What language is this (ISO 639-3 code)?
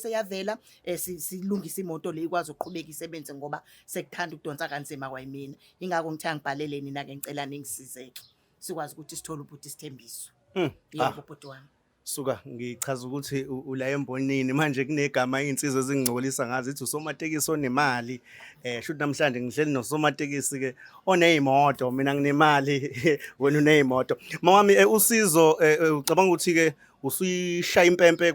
zul